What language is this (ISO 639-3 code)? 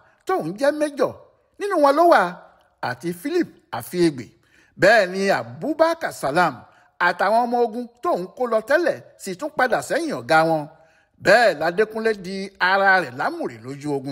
yor